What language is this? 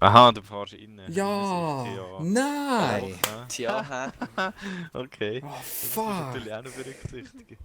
Swiss German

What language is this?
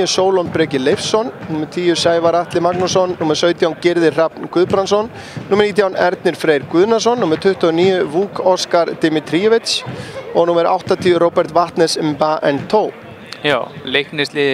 Icelandic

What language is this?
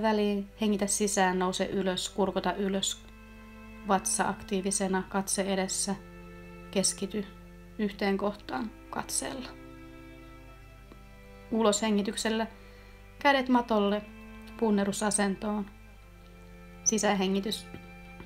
Finnish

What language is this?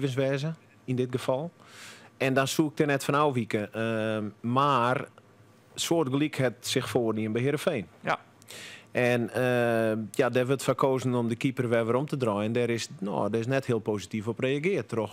Western Frisian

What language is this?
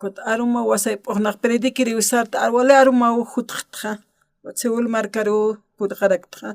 Aymara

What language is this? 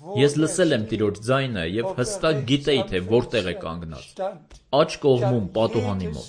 Armenian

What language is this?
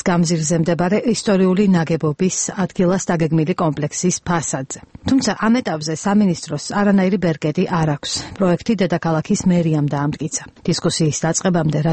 Georgian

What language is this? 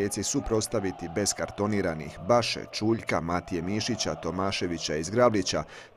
Croatian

